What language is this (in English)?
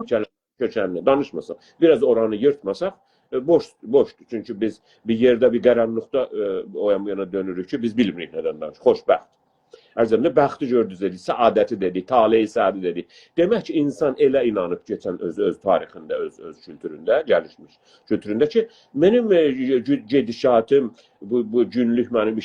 South Azerbaijani